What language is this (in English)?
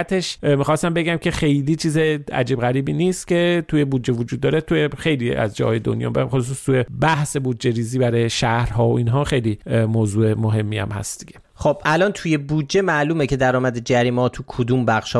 Persian